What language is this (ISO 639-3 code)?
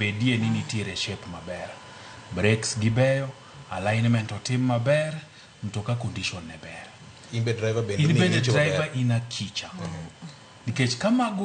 luo